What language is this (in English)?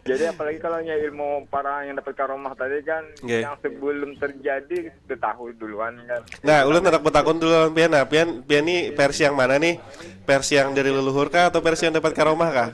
Banjar